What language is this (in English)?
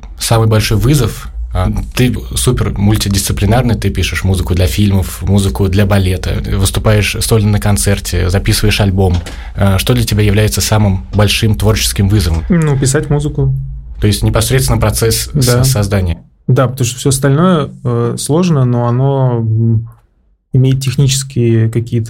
Russian